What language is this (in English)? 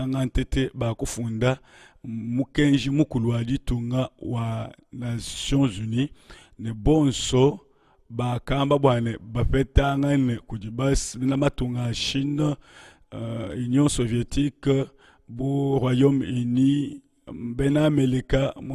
Luba-Lulua